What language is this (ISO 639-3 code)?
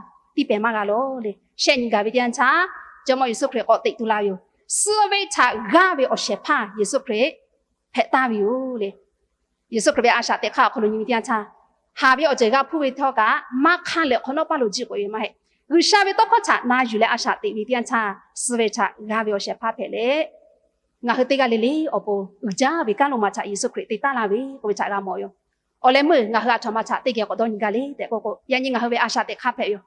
lhu